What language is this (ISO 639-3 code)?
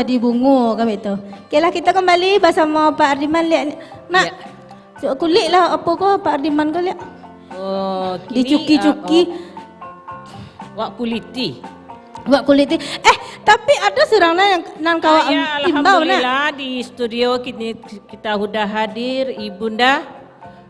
min